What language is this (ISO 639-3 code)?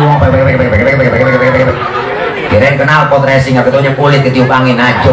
bew